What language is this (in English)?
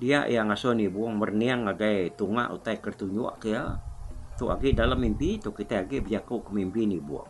Iban